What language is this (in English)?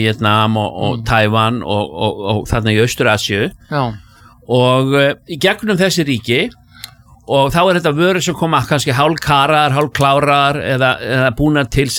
Icelandic